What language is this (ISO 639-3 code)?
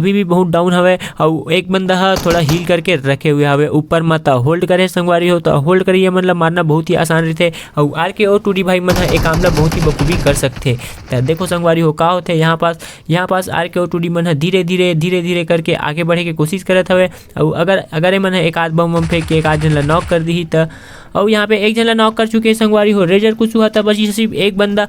hne